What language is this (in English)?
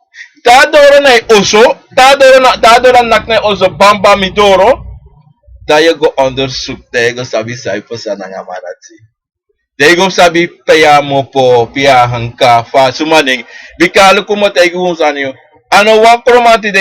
Sranan Tongo